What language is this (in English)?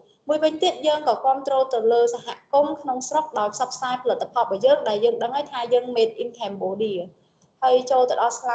Khmer